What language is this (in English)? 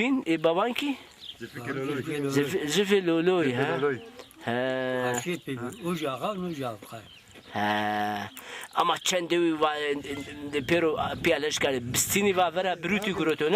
Zaza